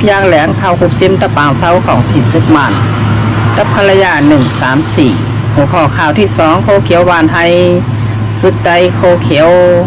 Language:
Shan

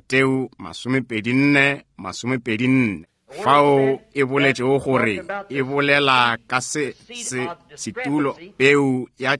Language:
Northern Sotho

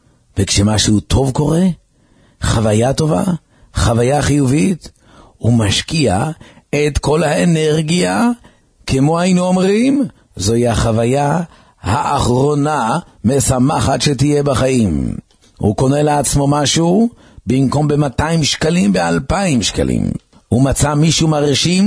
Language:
Hebrew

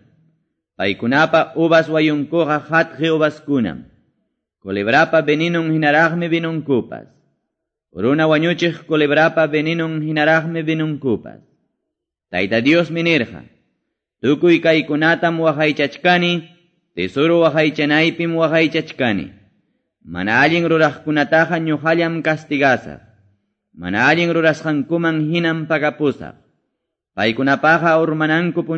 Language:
Quechua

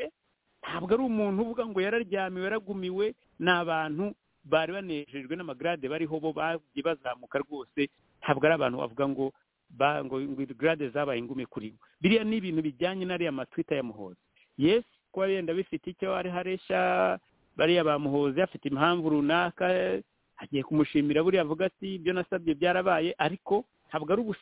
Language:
Kinyarwanda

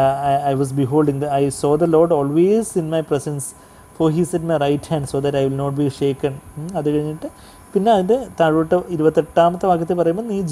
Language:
Malayalam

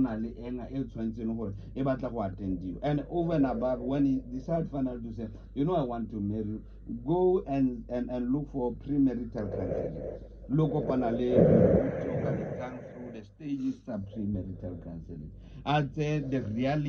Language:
Tswana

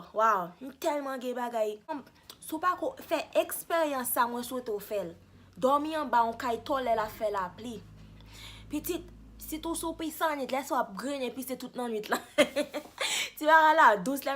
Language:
Haitian Creole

